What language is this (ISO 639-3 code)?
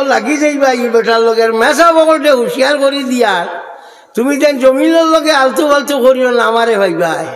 syl